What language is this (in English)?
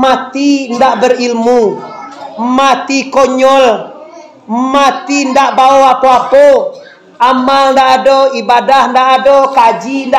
Minangkabau